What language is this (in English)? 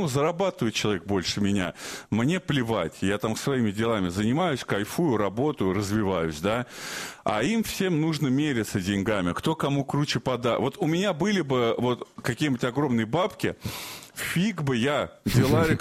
Russian